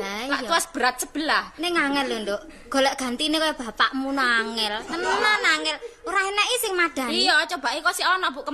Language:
Javanese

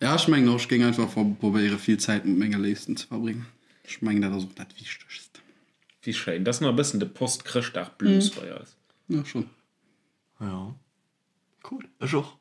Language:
Luxembourgish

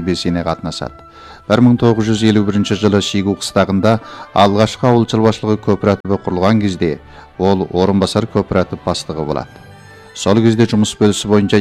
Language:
Kazakh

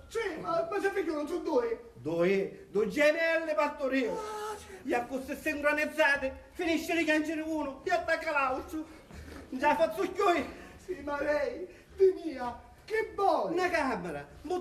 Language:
Sicilian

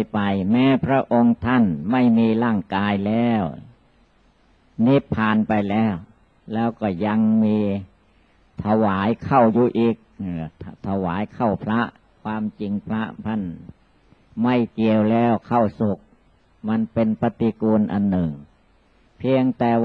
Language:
Thai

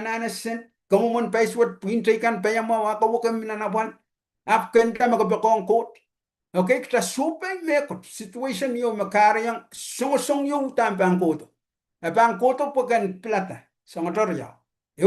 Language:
Pohnpeian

